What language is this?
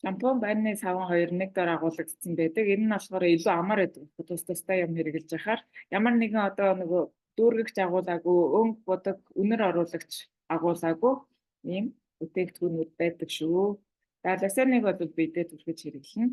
Mongolian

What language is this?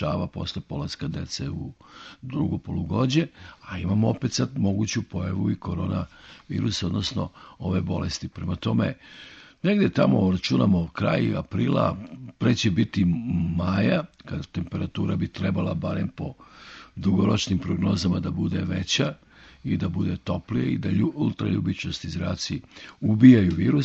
Serbian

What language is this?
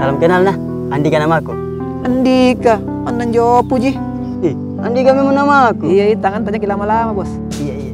Makassar Malay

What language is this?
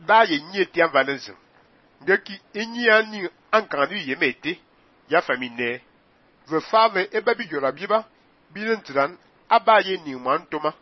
Fang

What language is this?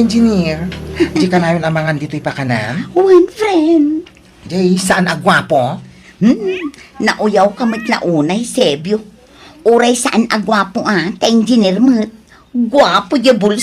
Iloko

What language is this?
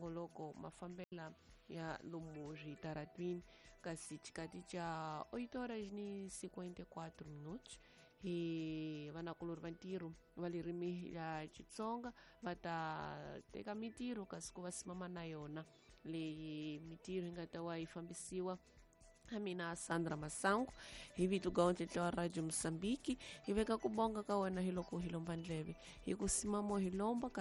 Tsonga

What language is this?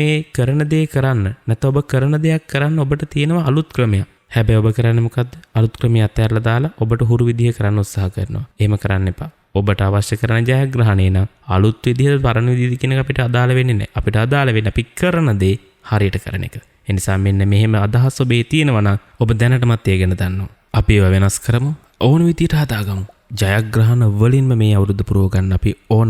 Sinhala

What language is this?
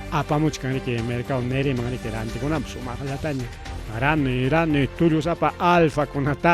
Ayacucho Quechua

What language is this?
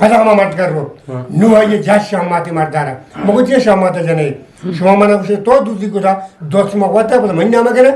Eastern Balochi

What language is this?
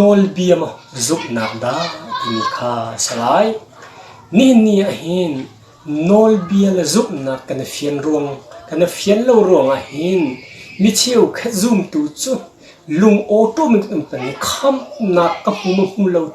Hakha Chin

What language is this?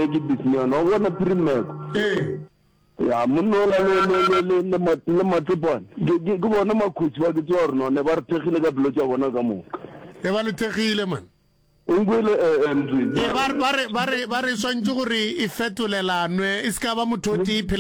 Northern Sotho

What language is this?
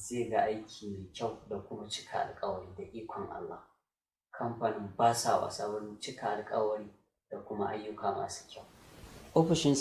Hausa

